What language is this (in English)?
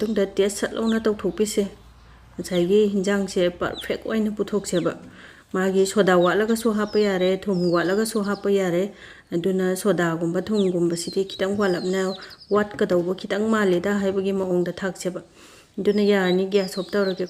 Manipuri